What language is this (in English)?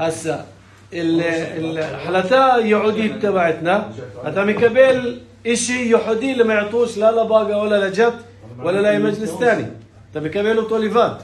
North Levantine Arabic